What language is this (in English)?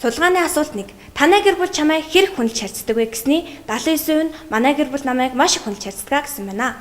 Mongolian